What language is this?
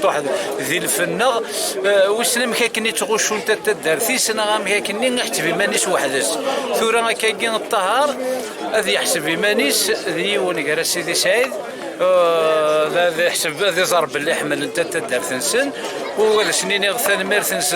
Kabyle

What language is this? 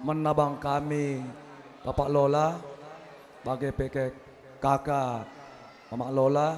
Batak Karo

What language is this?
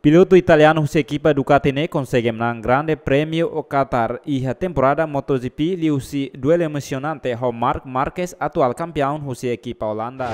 Tetum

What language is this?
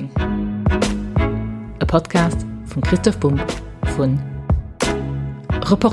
Luxembourgish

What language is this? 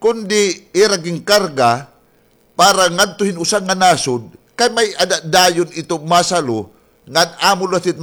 Waray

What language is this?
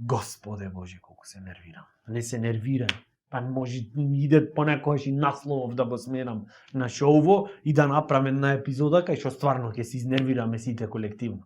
Macedonian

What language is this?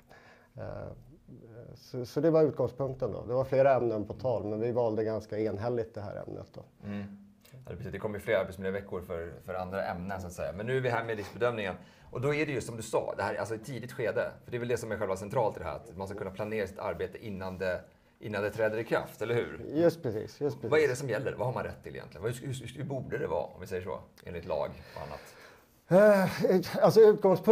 Swedish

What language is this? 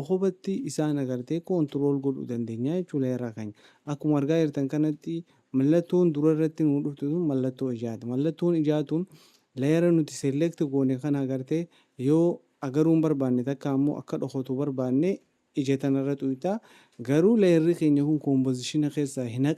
Oromo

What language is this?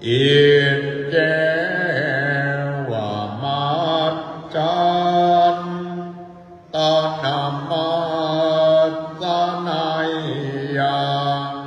Pali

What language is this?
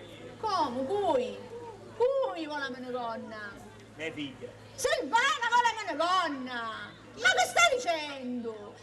Sicilian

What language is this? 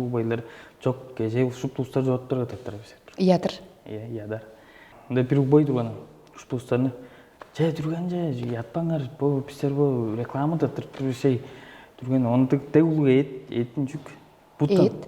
Tuvinian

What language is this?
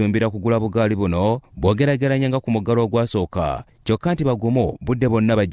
Ganda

